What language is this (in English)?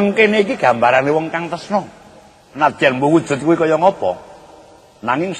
Javanese